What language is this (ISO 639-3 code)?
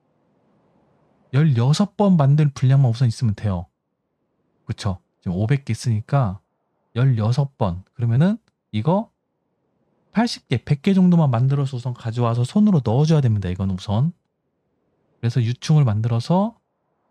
kor